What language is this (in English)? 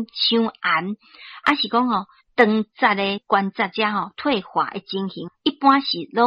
Min Nan Chinese